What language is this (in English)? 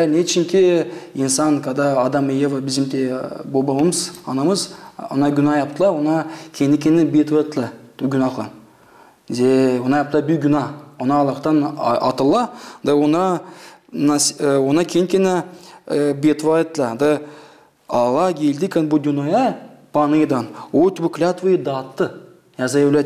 Gagauz